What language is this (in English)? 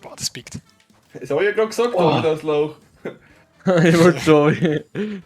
Bavarian